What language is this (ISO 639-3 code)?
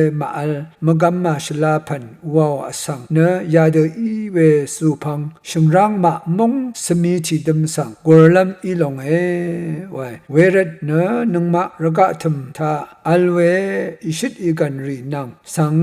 raw